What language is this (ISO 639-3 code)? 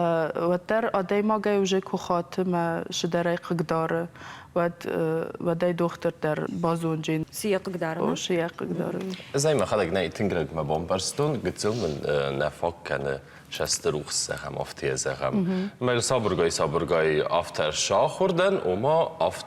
oss